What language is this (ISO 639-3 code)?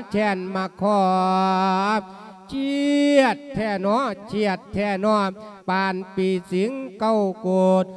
lao